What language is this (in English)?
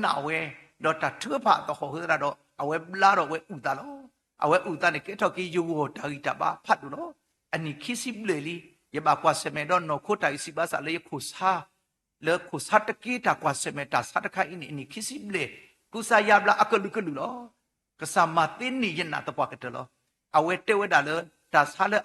S'gaw Karen